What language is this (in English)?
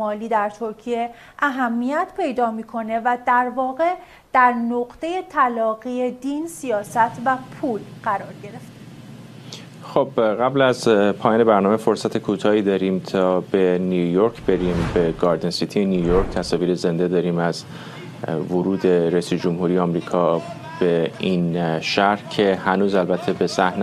Persian